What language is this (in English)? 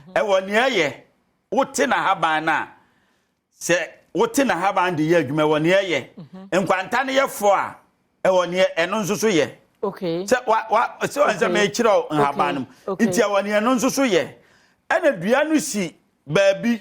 Akan